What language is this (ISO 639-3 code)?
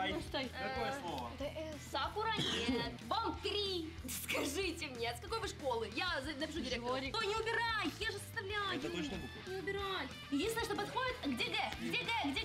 rus